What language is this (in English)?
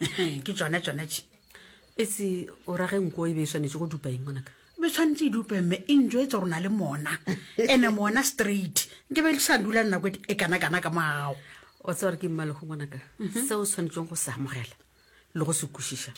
Northern Sotho